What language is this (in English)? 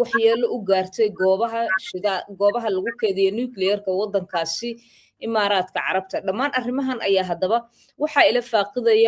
Somali